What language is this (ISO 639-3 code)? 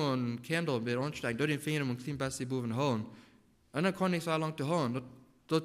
pdt